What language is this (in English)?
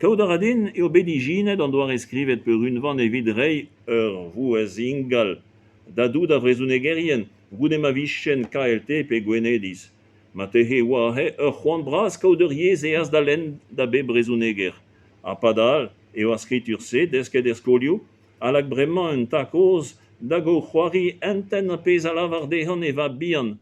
Breton